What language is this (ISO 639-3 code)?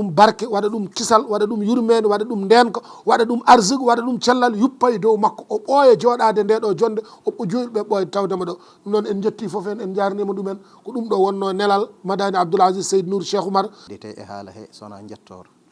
ful